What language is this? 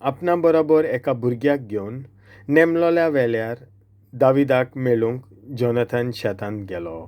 Konkani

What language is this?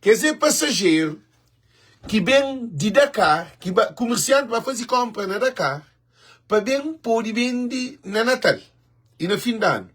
Kabuverdianu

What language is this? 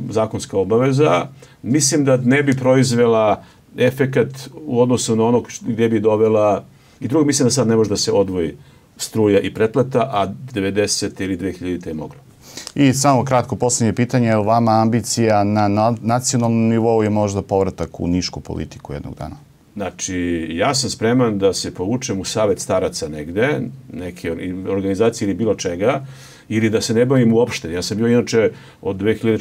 Serbian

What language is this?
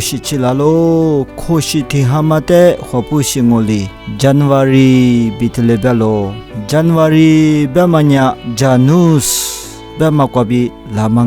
Lisu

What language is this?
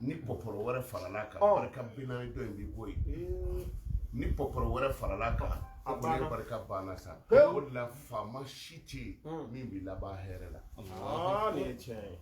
Bambara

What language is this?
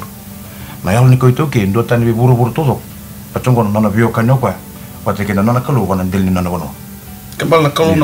Fijian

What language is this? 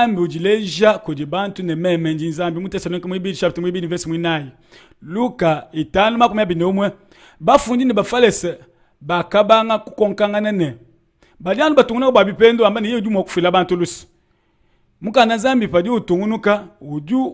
Luba-Lulua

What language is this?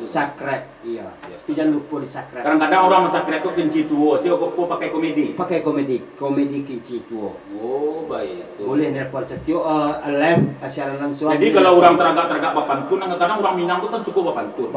Minangkabau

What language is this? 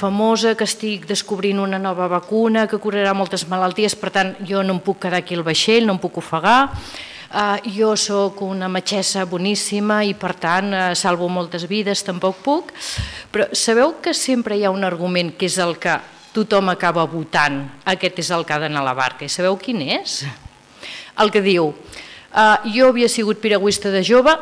Catalan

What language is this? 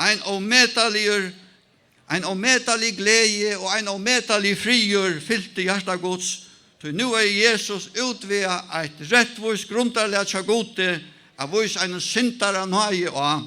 Faroese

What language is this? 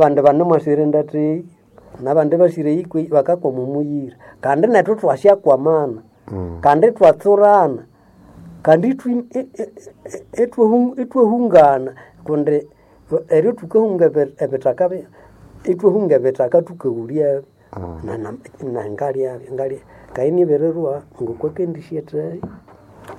Nande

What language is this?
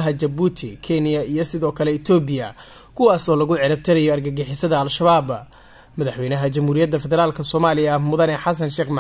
Somali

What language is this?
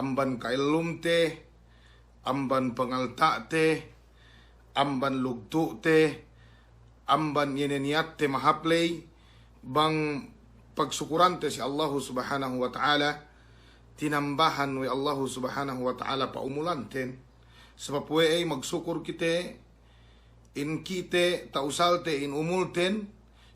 Yakan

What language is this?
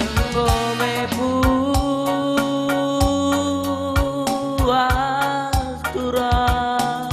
Batak Karo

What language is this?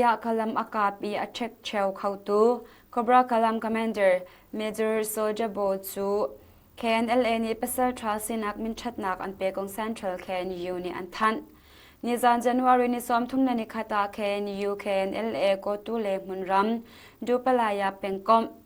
Hakha Chin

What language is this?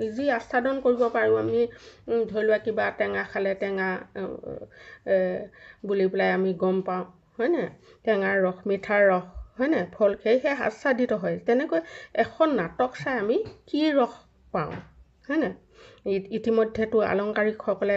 Assamese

